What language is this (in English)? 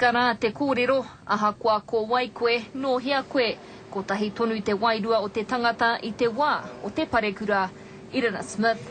Māori